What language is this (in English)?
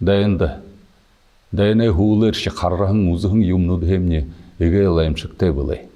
Buriat